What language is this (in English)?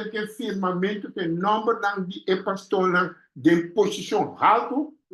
Papiamento